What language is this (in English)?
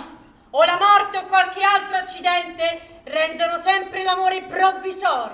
Italian